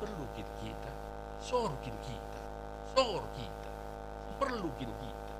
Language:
Batak Karo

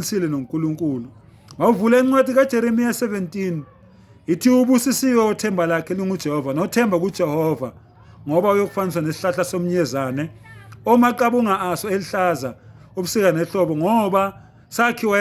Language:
Zulu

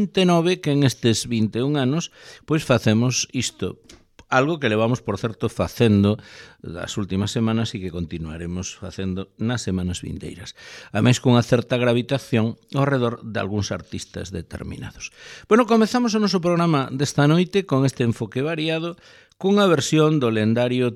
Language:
Galician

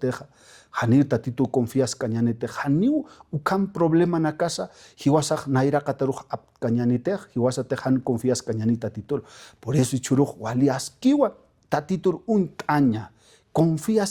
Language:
Aymara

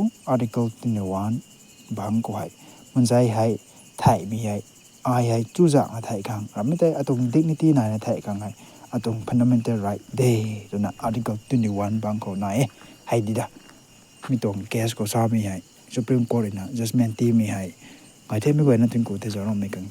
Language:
Rongmei Naga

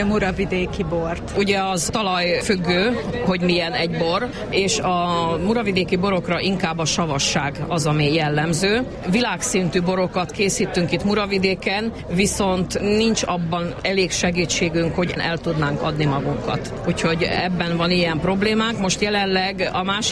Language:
Hungarian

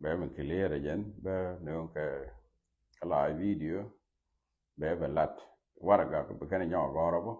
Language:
Nuer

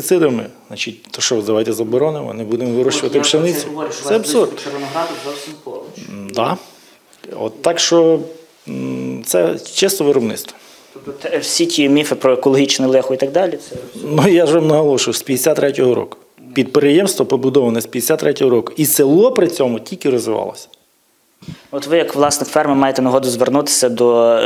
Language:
Ukrainian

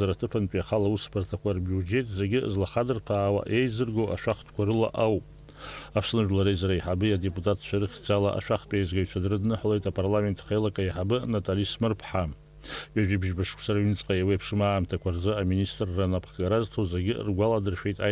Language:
Abkhazian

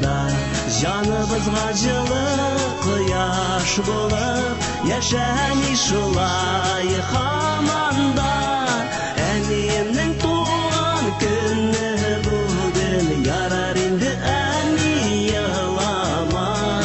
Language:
Bashkir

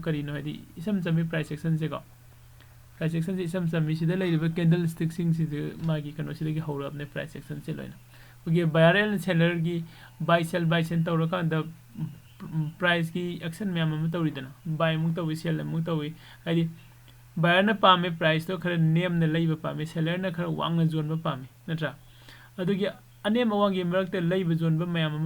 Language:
Manipuri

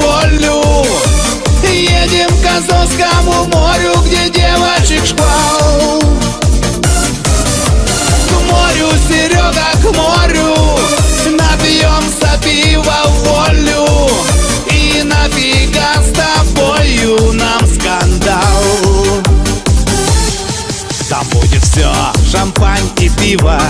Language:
Russian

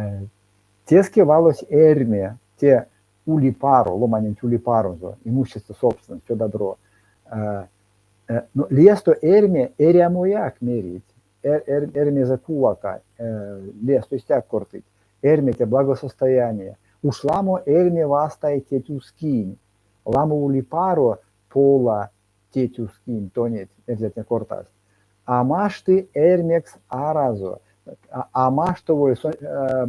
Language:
Erzya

